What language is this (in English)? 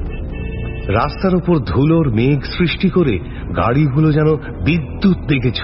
Bangla